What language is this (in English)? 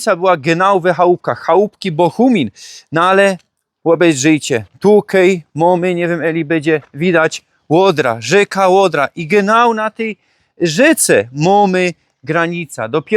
Silesian